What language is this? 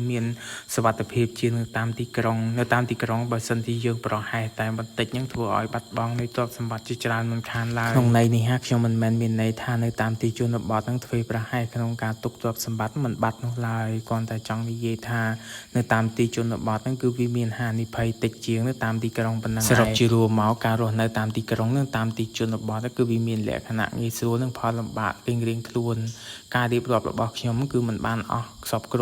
Khmer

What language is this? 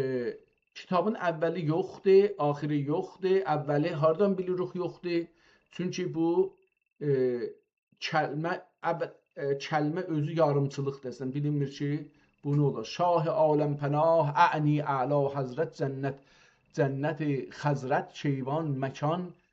South Azerbaijani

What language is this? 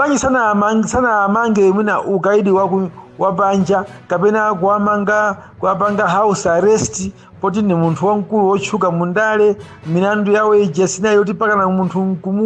Nyanja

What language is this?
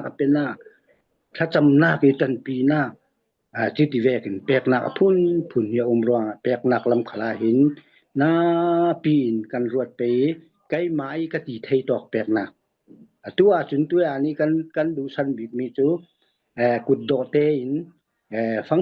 Falam Chin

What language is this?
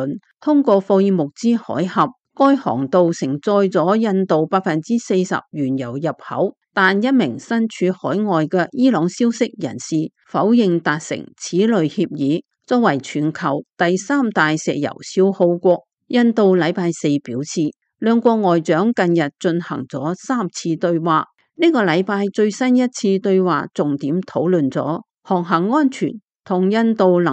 Cantonese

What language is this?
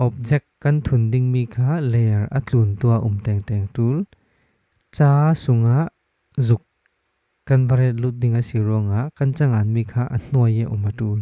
Falam Chin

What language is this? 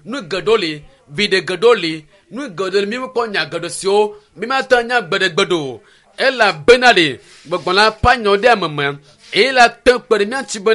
Ewe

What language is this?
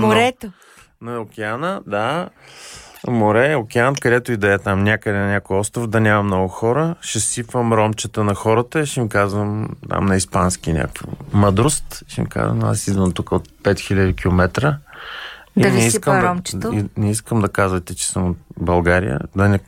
Bulgarian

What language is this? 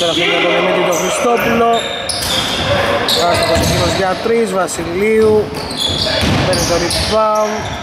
Greek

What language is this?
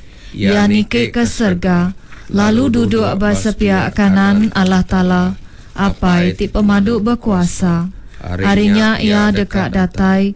Iban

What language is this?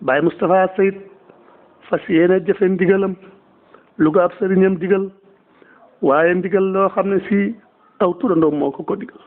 Wolof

